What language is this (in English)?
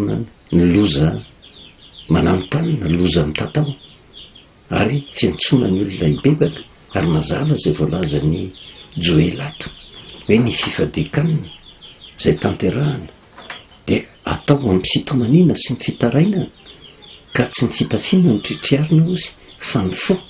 Malagasy